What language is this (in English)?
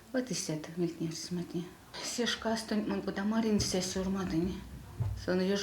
Erzya